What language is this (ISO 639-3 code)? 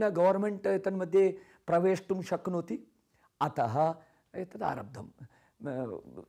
san